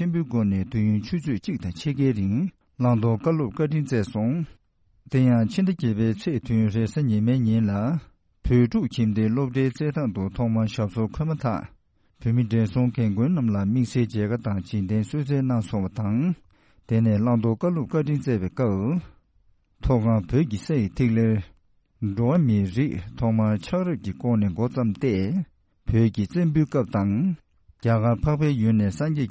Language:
Tibetan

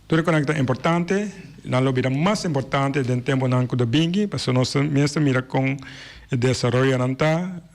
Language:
Papiamento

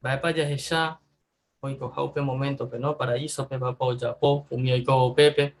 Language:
Guarani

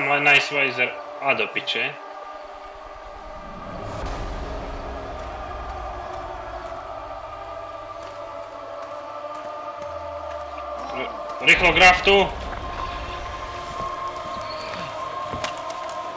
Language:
Slovak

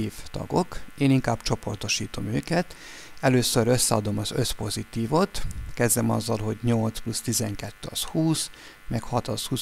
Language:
Hungarian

